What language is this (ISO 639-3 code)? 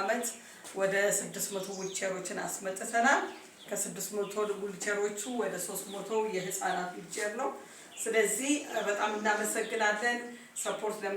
amh